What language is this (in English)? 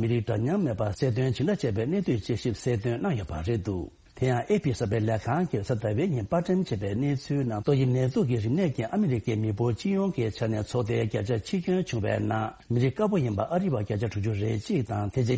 Tibetan